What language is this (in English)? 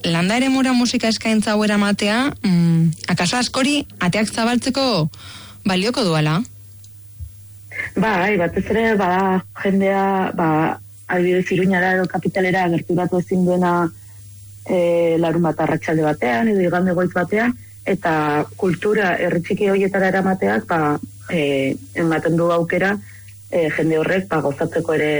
Basque